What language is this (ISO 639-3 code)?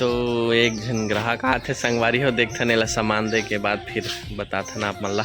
hne